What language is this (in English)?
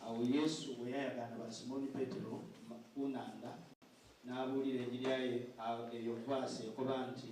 Soga